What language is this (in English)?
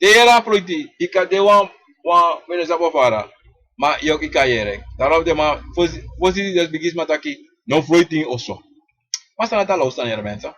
Sranan Tongo